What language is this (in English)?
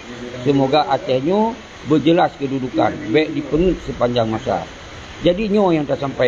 Achinese